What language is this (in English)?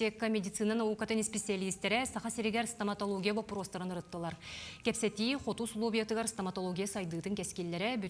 Yakut